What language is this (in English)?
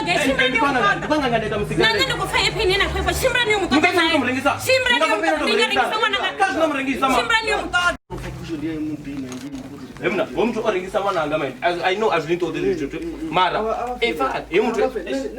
Venda